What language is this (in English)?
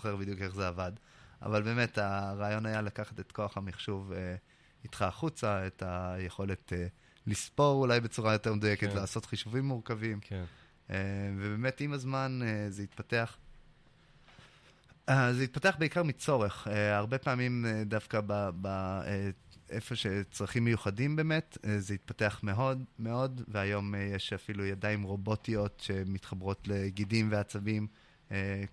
Hebrew